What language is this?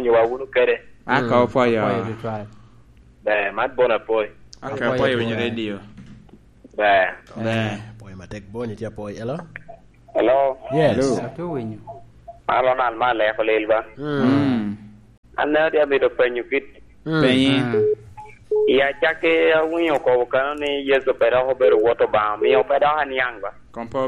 Lango (Uganda)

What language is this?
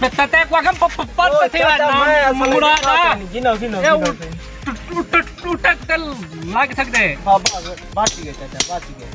Saraiki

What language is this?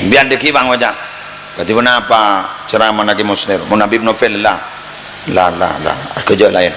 Madurese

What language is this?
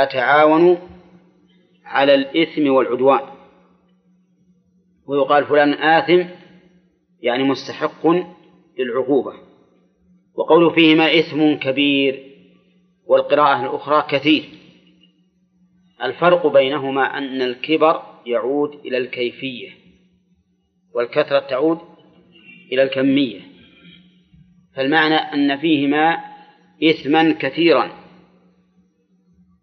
Arabic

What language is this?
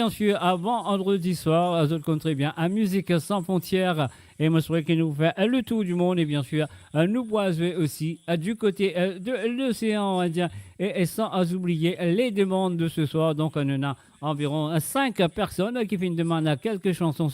Morisyen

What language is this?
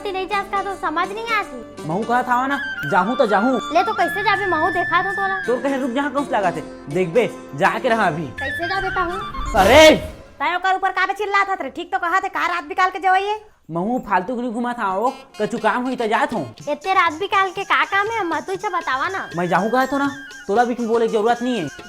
Chhattisgarhi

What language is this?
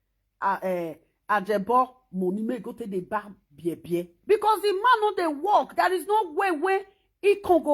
Nigerian Pidgin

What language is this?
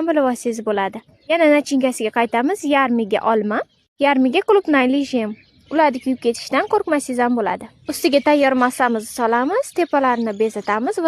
Uzbek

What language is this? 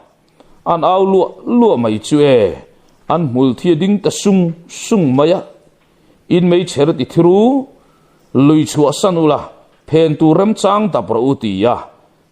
Mizo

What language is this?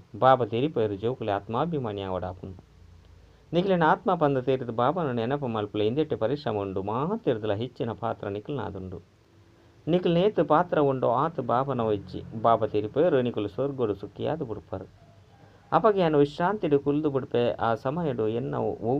Tulu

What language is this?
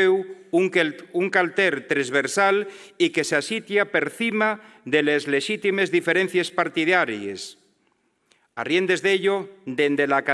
Asturian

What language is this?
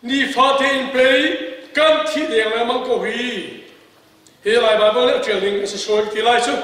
Hakha Chin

